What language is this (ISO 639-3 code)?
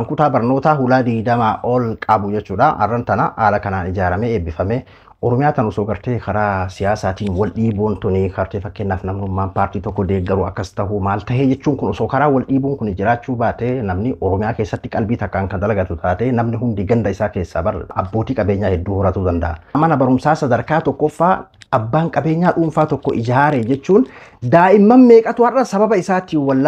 orm